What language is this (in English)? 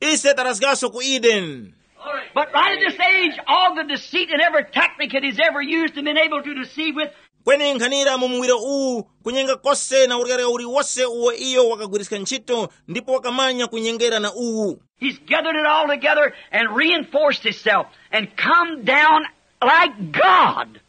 Tumbuka